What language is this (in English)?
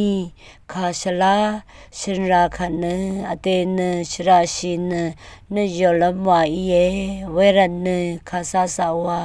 Rawang